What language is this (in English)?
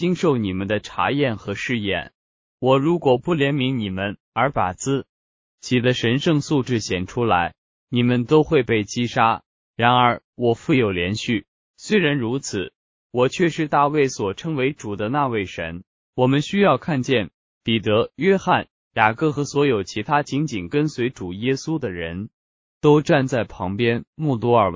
Chinese